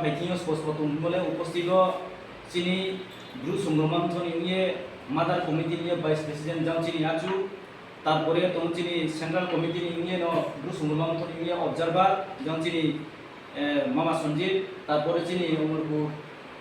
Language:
Riang (India)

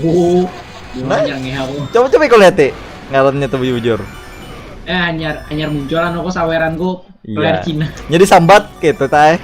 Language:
Banjar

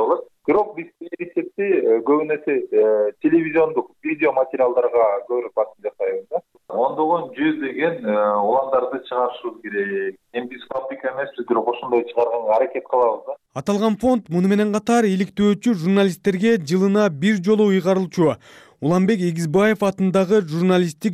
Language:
Kyrgyz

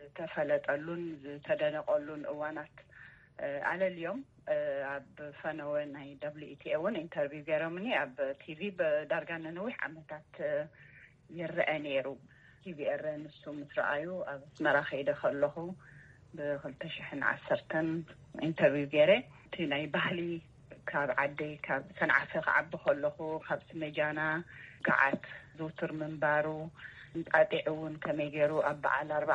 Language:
Tigrinya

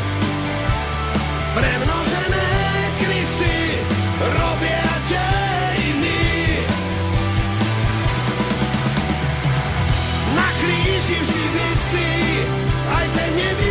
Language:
Slovak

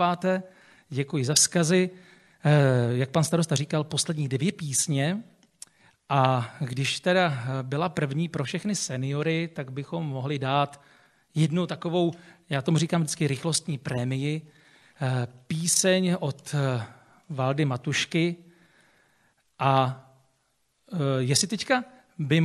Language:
Czech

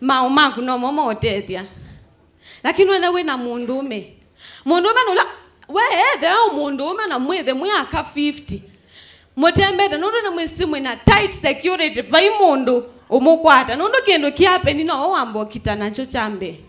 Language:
Kamba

